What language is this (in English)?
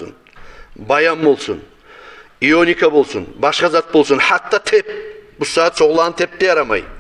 Kumyk